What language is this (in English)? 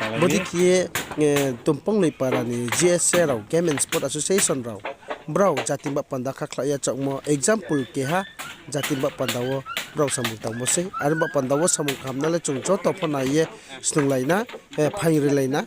Riang (India)